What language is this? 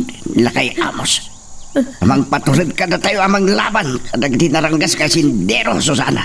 Iloko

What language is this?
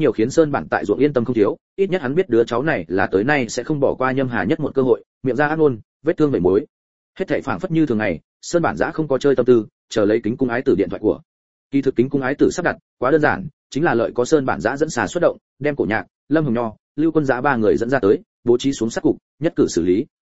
Vietnamese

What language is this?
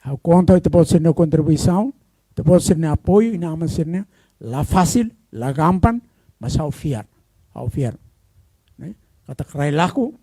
Tetum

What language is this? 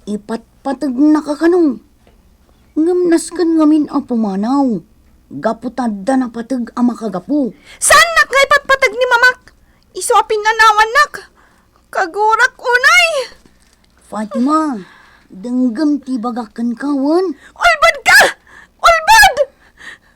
Iloko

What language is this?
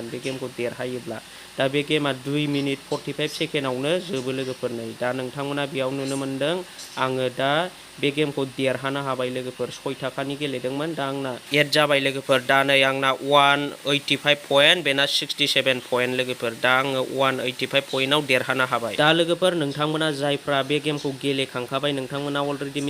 Bodo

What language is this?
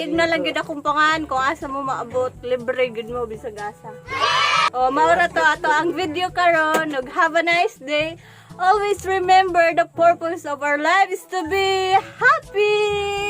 Cebuano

